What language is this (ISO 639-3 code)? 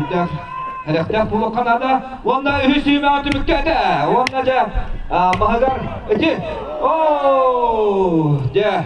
sah